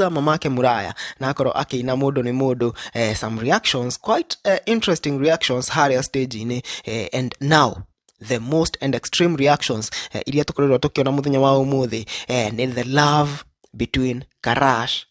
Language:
Kikuyu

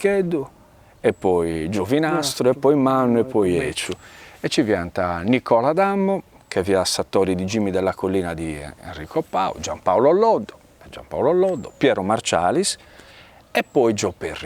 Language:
Sardinian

